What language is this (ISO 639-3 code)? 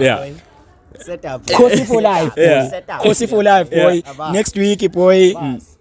zul